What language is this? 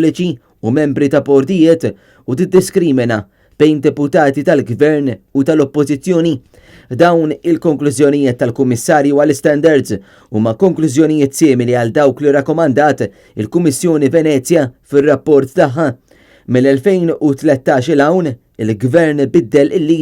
Maltese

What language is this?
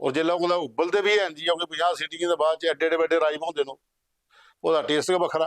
Dogri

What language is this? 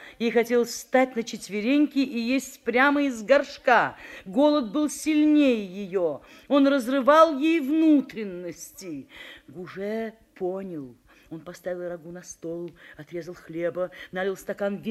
Russian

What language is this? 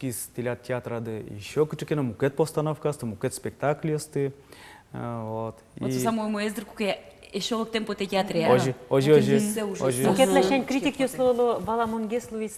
Udmurt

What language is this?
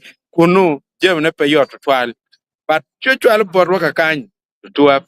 Acoli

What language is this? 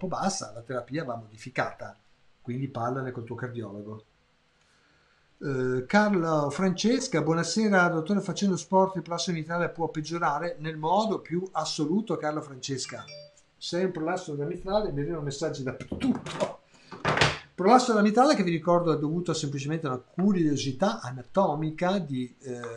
Italian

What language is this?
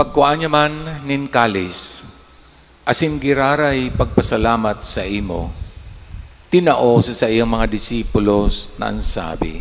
Bikol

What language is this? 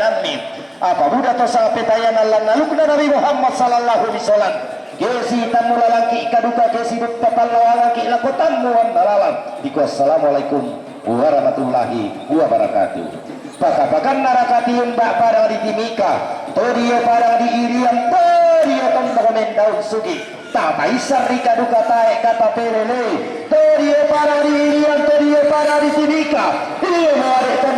Toraja-Sa'dan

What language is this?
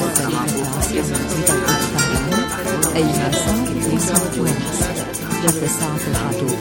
Arabic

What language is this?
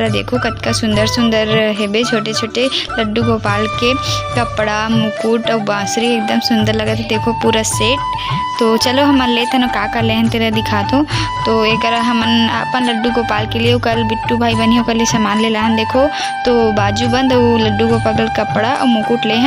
Chhattisgarhi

